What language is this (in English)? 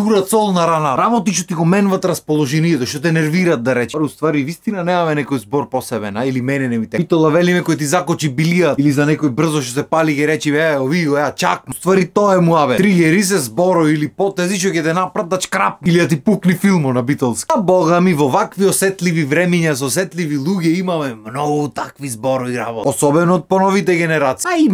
Macedonian